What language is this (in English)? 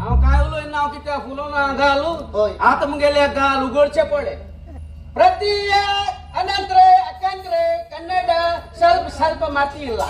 Konkani